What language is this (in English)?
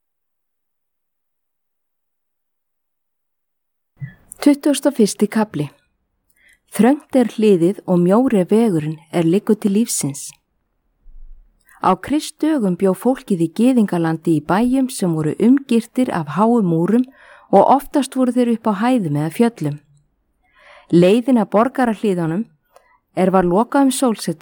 Icelandic